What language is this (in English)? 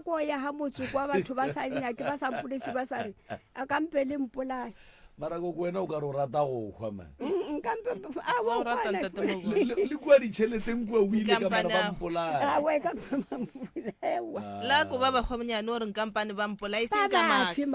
Northern Sotho